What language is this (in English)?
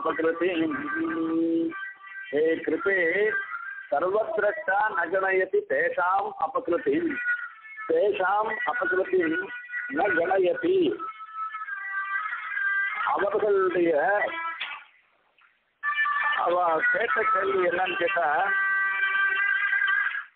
Tamil